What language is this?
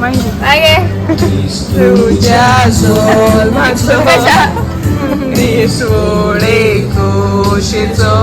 Konkani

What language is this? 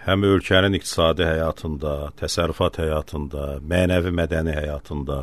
Azerbaijani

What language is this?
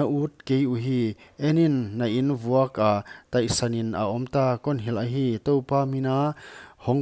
Paite Chin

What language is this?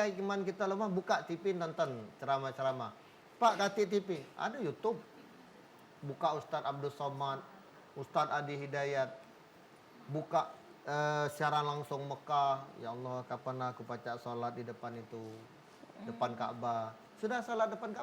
Musi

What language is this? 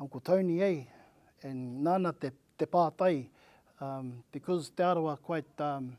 Māori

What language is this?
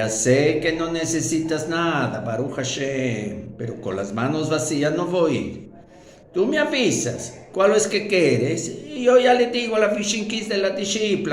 Ladino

